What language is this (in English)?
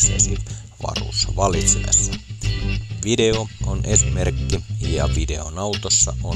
Finnish